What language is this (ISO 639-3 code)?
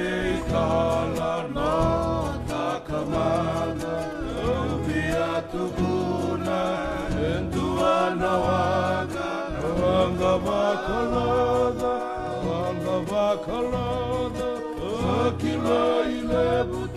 fij